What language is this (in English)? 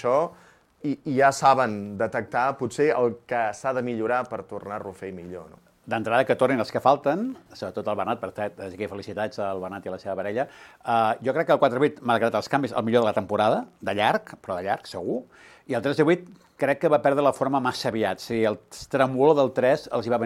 Catalan